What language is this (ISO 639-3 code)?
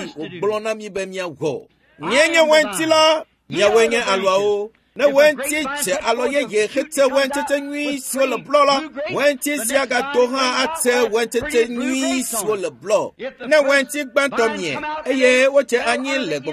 ewe